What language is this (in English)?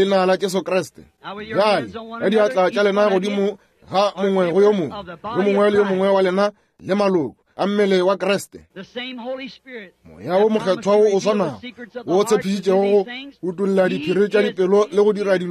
Northern Sotho